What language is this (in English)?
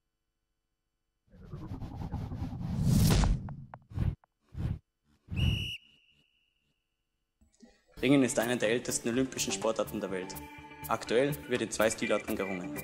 German